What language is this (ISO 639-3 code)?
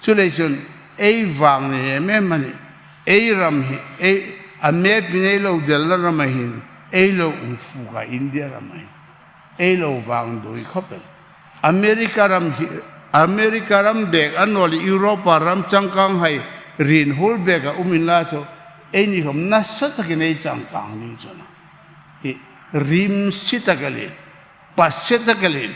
hmr